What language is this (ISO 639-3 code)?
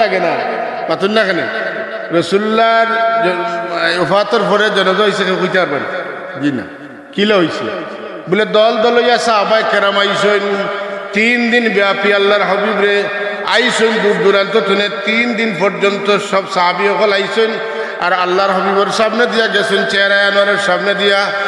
syl